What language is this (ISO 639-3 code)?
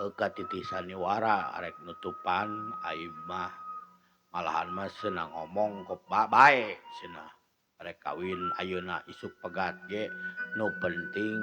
sun